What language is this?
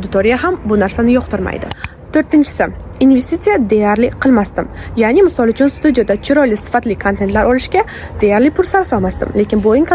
Uzbek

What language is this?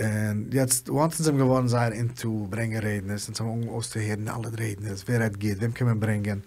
Yiddish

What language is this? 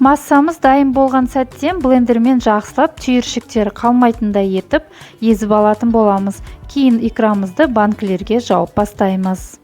Kazakh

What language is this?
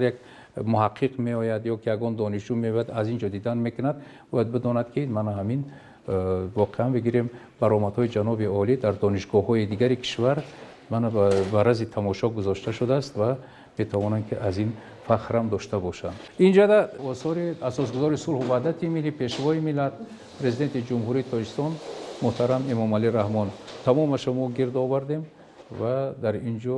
Tajik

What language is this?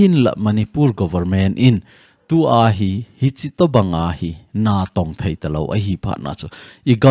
Thado Chin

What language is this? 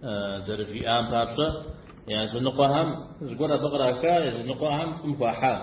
Kabardian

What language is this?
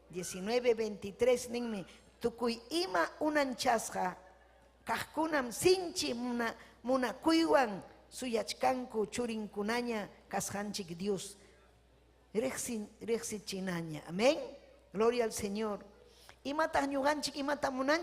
Ayacucho Quechua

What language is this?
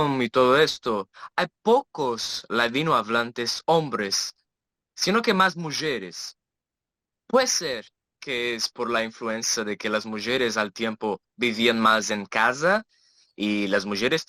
Ladino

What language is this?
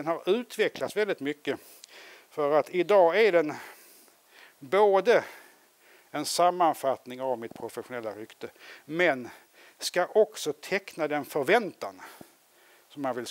Swedish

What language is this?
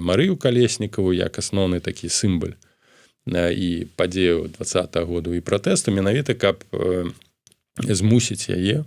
Belarusian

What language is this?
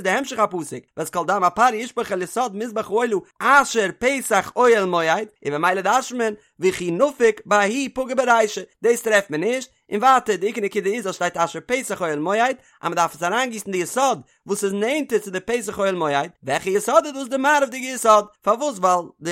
Yiddish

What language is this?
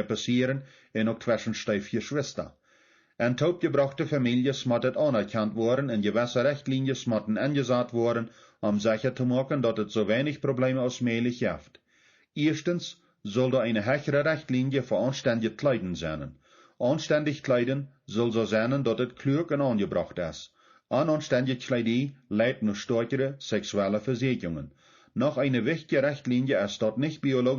Plautdietsch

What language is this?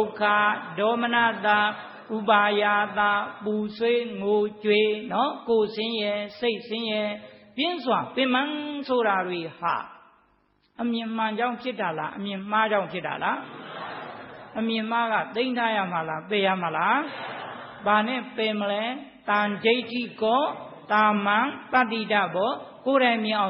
Burmese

